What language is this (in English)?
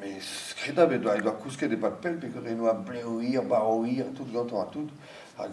Breton